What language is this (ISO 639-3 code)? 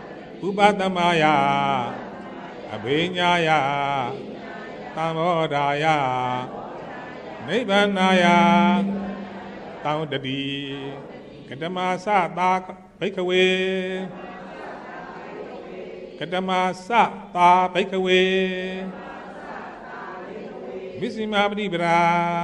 mya